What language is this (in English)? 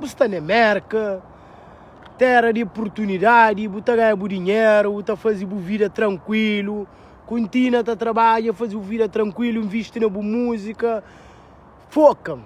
Kabuverdianu